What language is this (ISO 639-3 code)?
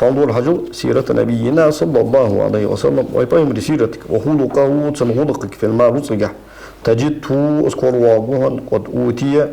inh